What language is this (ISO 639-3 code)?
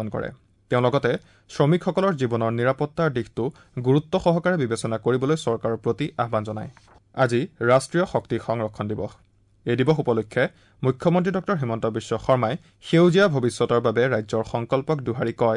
asm